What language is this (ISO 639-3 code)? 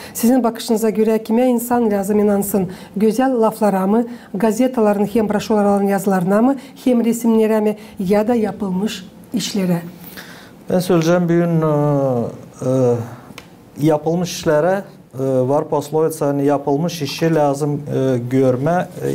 gag